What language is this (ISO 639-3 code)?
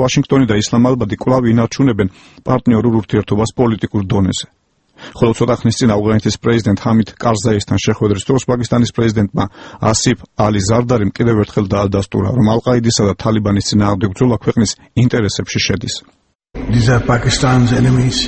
kat